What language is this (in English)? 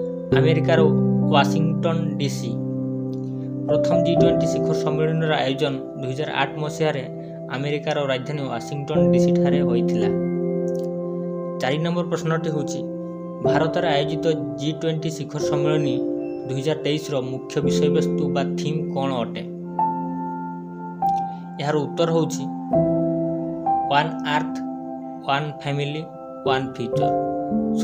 Odia